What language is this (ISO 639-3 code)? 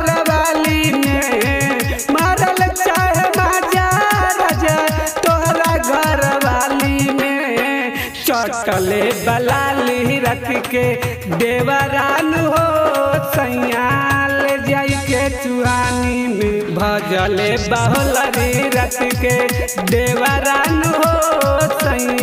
bho